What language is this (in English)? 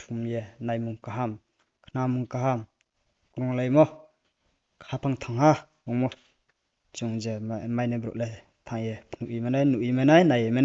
Riang (India)